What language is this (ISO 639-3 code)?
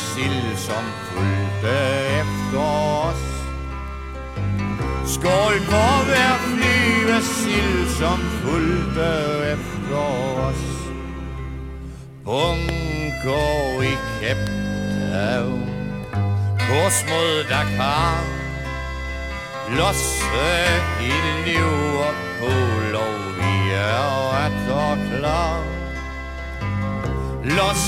dan